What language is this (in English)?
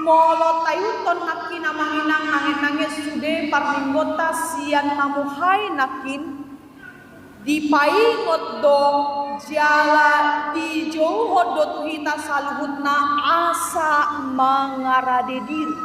Batak Toba